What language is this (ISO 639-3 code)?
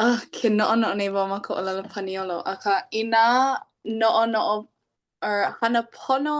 haw